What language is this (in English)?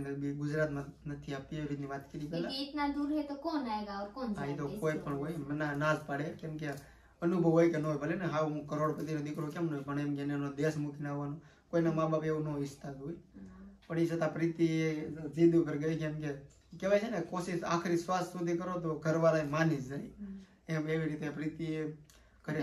Gujarati